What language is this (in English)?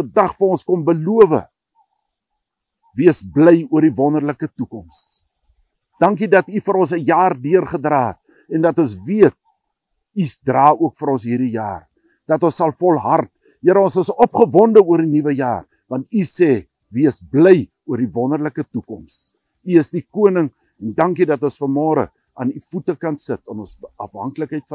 Afrikaans